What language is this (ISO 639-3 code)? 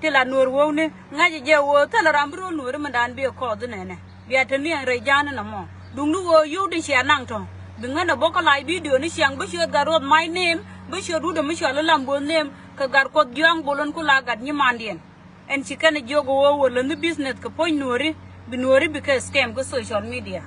nus